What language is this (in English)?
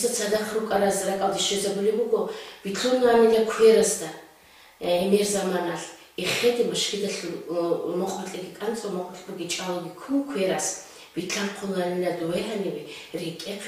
Avaric